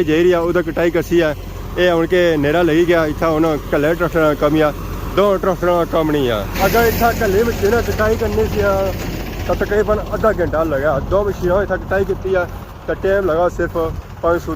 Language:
Pahari-Potwari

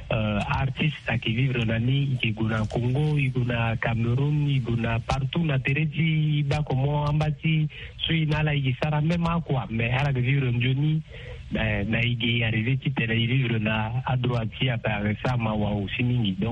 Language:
Sango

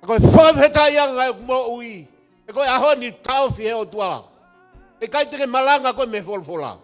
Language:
Tongan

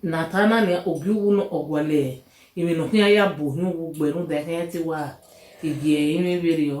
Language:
Bini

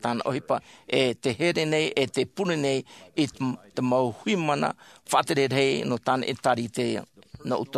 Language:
Tahitian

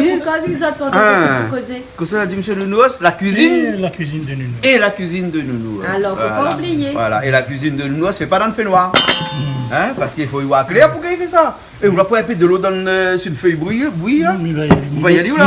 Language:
Réunion Creole French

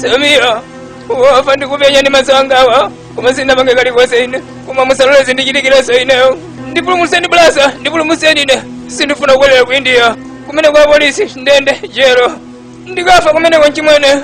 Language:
Nyanja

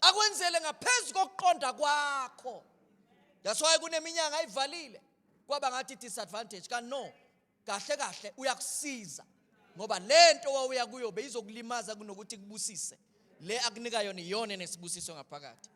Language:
Zulu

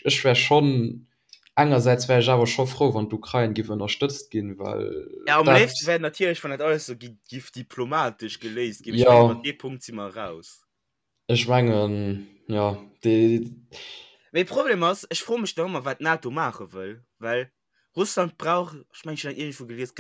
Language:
Luxembourgish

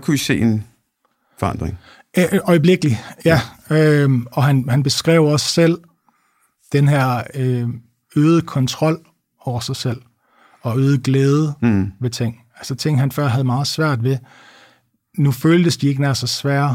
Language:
Danish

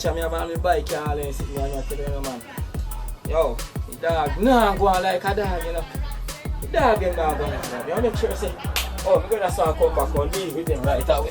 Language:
Jamaican Creole English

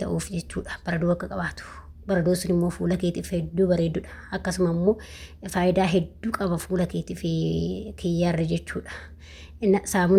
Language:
Oromo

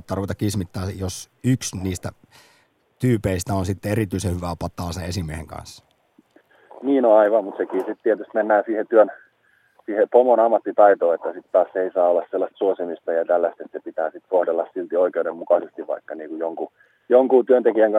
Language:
Finnish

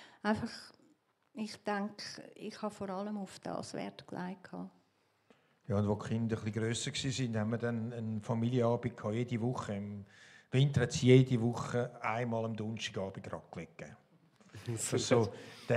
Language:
Swiss German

